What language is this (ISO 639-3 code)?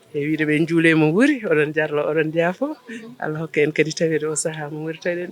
ful